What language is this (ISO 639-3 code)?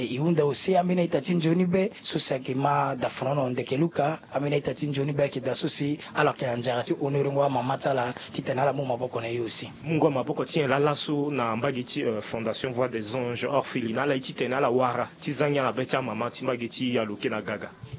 sag